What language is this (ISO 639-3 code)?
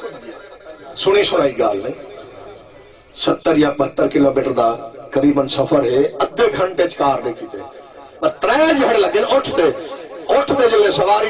skr